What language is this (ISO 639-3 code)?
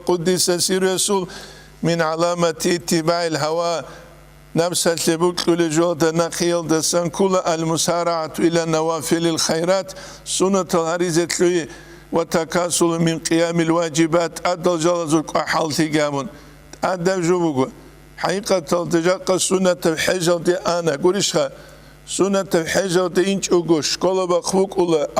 ava